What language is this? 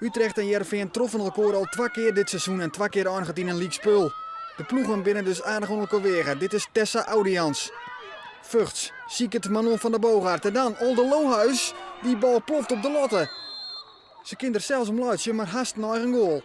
Western Frisian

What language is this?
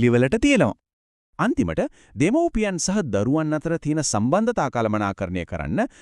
Sinhala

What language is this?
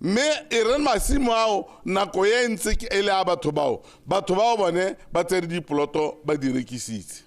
Tswana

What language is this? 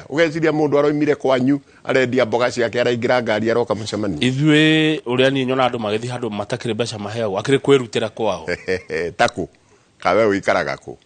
Kikuyu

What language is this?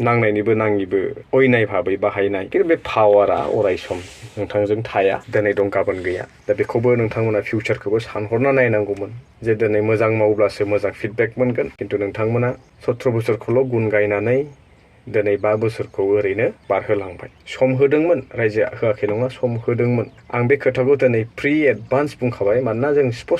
Bodo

